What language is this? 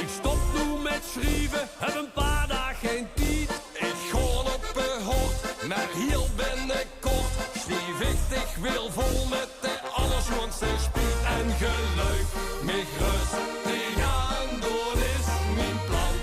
Limburgish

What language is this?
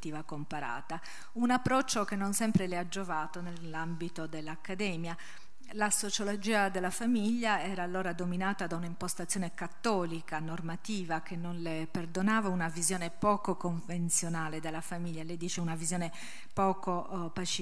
Italian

